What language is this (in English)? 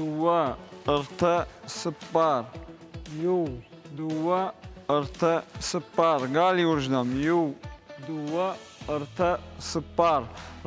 Ossetic